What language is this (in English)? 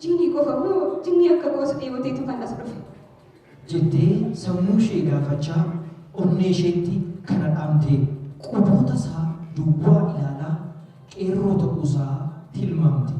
Oromo